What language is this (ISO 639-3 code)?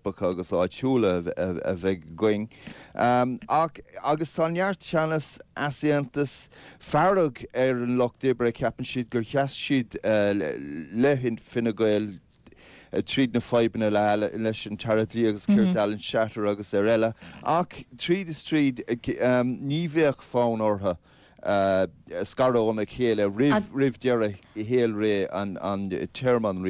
gle